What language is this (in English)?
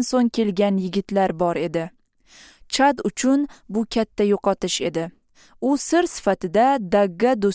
Uzbek